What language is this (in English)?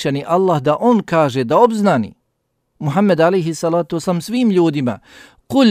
Bosnian